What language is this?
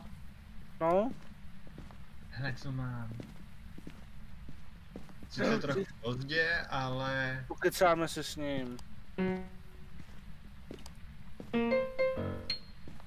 Czech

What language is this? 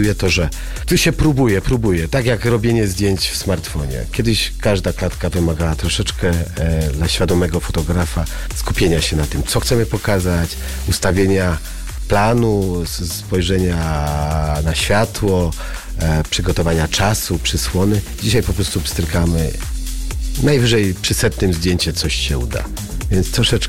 Polish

